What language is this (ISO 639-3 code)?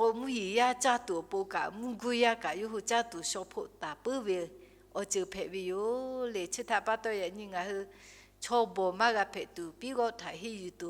lhu